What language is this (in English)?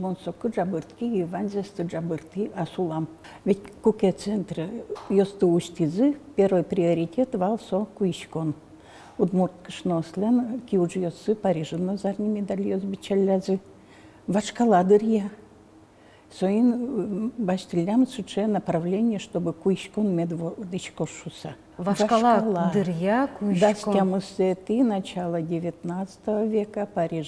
Udmurt